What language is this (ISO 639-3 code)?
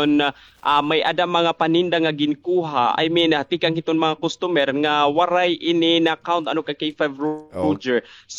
war